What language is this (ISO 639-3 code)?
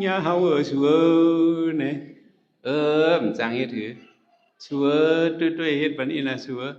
shn